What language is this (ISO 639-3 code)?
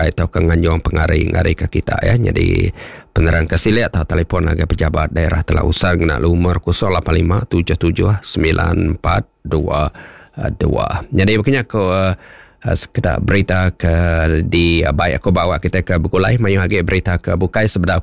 iba